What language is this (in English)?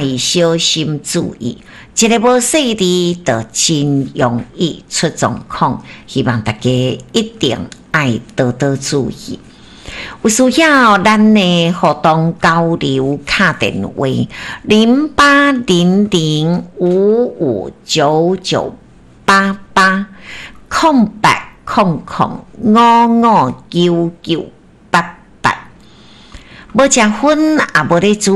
Min Nan Chinese